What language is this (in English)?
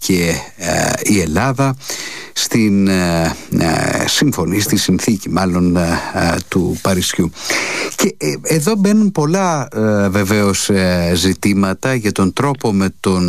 Greek